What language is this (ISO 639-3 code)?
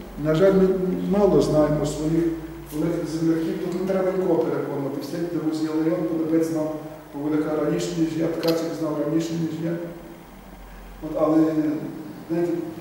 ukr